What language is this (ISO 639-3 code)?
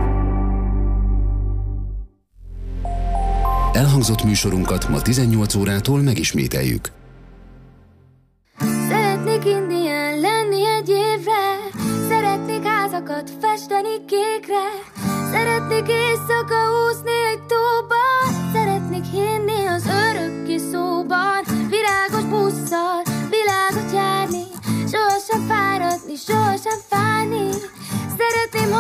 hun